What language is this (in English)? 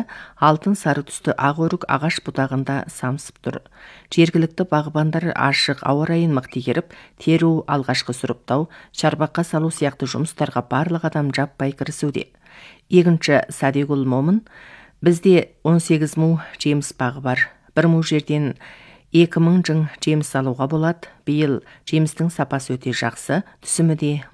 Kazakh